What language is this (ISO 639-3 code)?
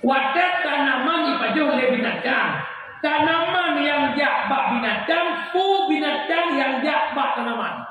ace